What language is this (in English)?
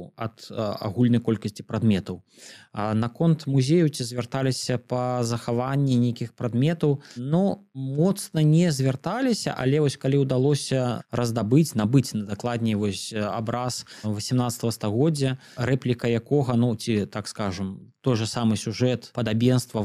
Belarusian